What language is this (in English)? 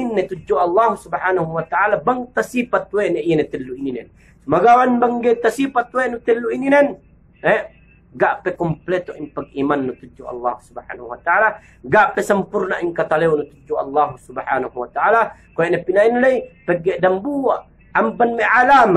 Yakan